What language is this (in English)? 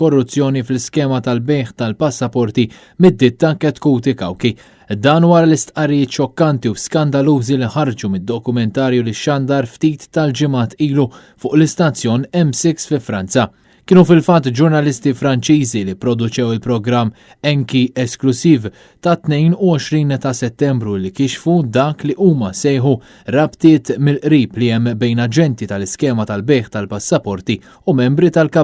Maltese